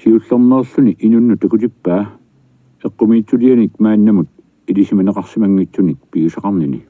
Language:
Kalaallisut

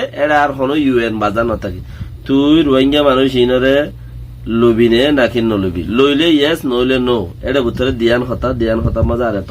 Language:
Rohingya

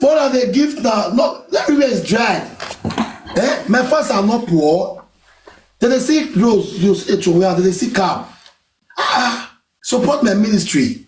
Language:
Nigerian Pidgin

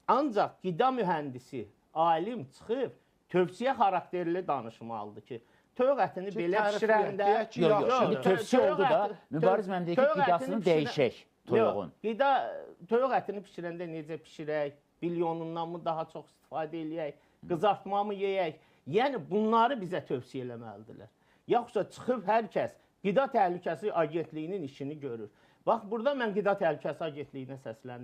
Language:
Azerbaijani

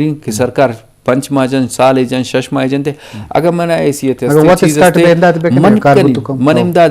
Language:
Eastern Balochi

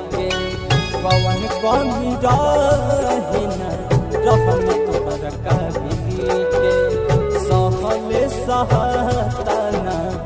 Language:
Bhojpuri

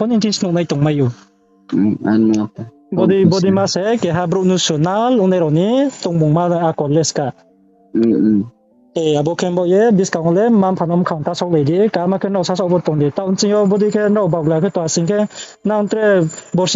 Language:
Riang (India)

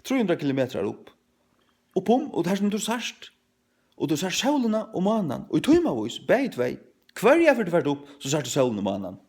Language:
Faroese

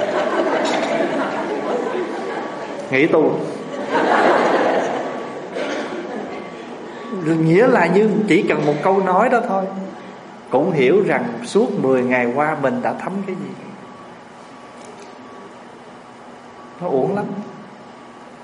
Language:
Vietnamese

